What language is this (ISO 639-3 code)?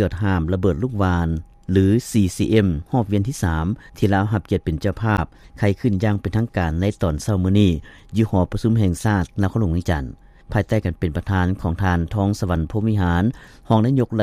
lao